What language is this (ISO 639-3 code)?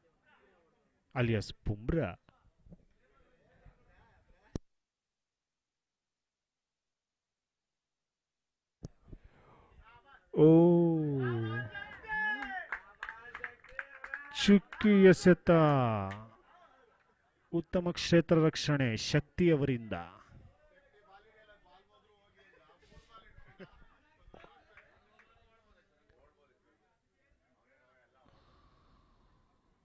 kan